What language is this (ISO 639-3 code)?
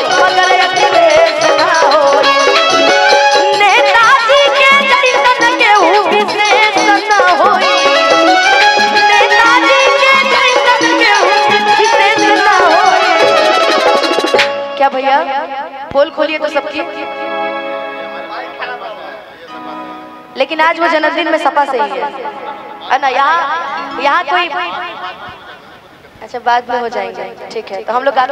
bho